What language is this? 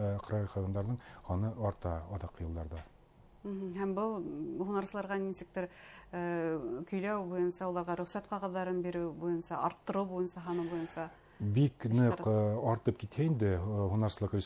Bashkir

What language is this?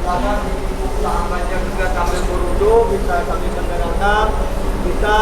Banjar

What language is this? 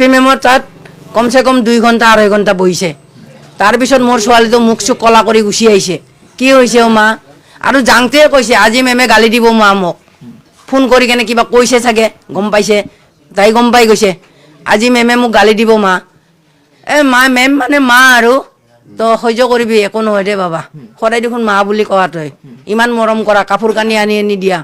Assamese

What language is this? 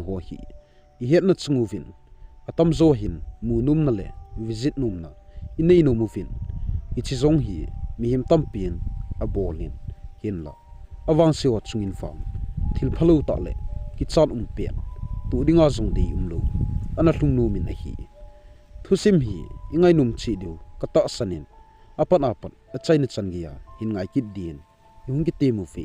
Thado Chin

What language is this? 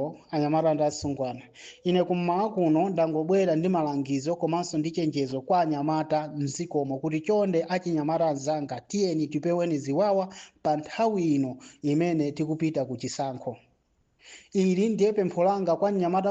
Nyanja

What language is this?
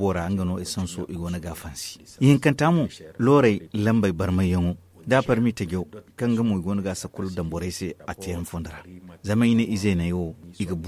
Zarma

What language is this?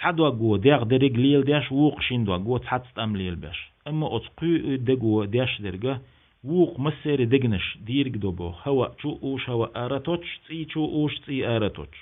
Chechen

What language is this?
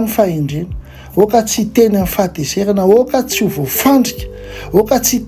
Malagasy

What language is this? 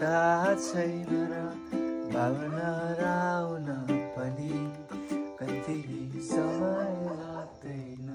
Nepali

